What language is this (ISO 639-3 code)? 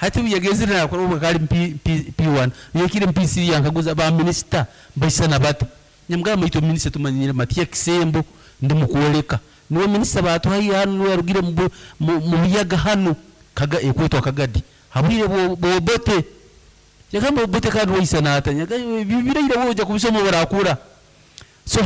nyn